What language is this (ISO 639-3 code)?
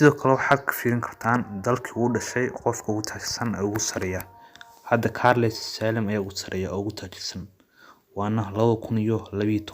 som